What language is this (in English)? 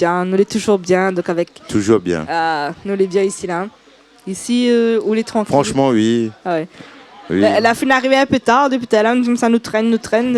Réunion Creole French